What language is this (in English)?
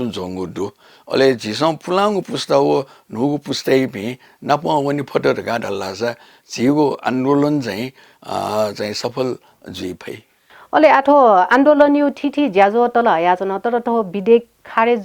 Newari